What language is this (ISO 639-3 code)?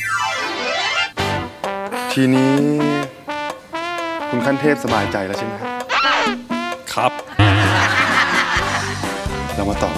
tha